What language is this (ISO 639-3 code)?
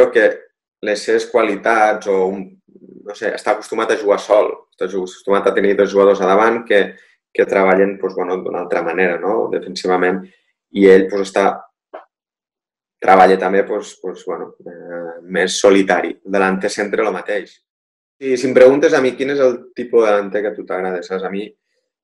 cat